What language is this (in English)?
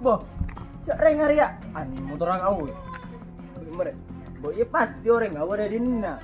Madurese